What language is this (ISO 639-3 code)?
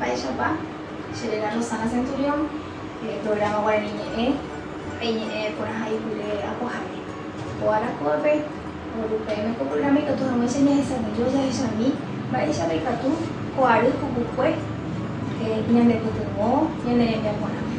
grn